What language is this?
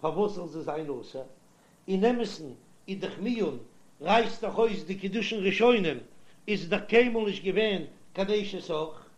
Yiddish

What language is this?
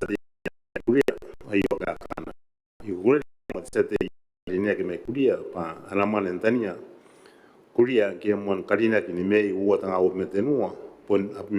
Gilbertese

